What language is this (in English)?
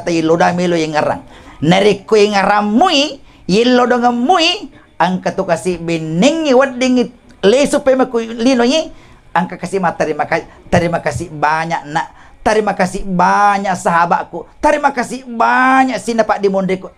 Buginese